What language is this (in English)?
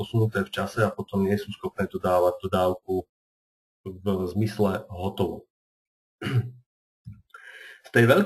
Slovak